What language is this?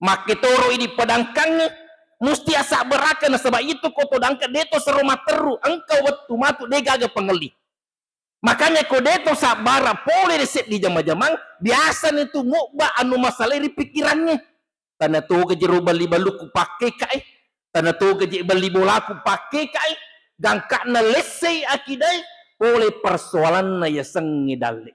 Buginese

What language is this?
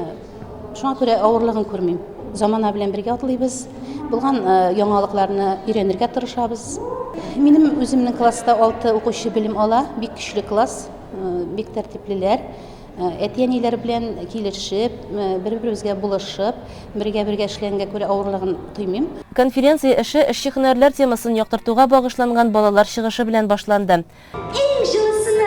Tatar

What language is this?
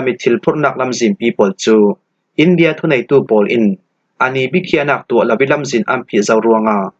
Falam Chin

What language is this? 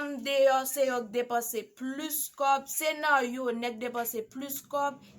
Haitian Creole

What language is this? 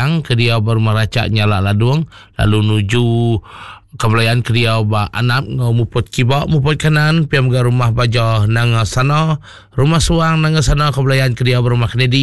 Iban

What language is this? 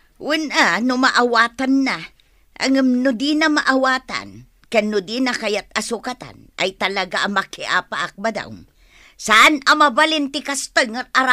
Iloko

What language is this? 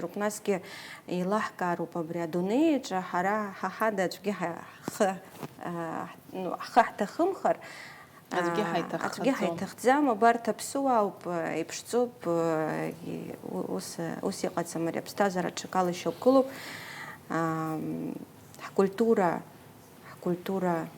Abkhazian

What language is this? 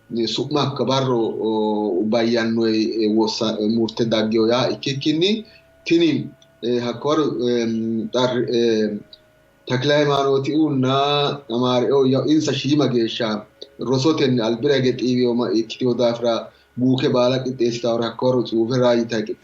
Sidamo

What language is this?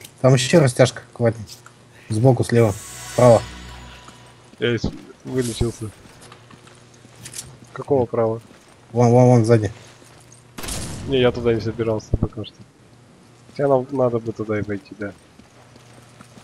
Russian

